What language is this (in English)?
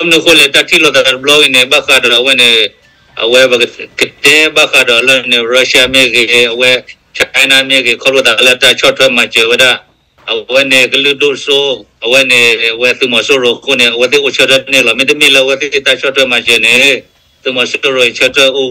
S'gaw Karen